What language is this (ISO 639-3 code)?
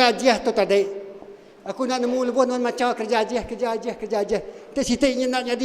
iba